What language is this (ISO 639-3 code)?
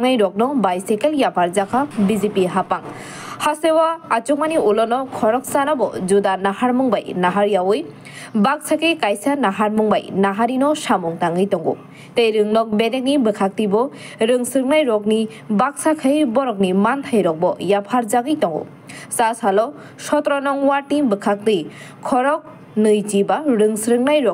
trp